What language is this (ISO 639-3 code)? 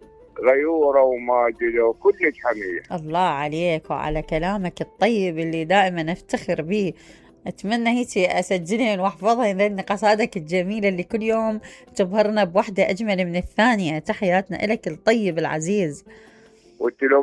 acm